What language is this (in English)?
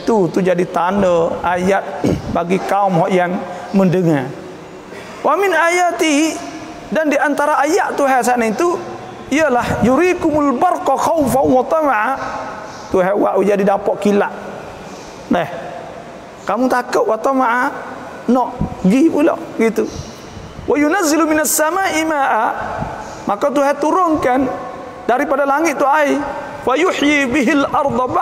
Malay